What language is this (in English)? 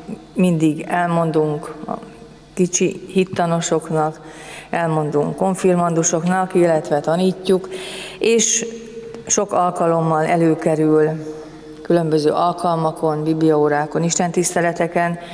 Hungarian